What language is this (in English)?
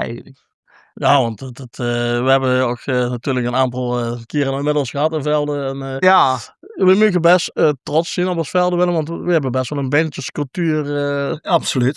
Limburgish